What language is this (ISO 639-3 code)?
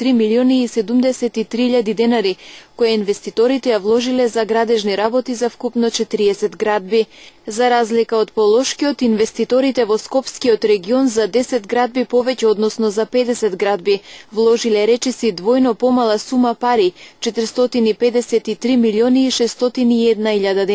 mkd